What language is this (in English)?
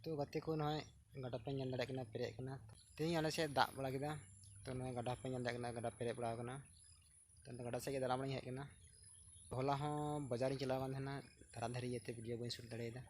Santali